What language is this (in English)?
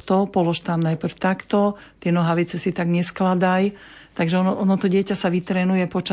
Slovak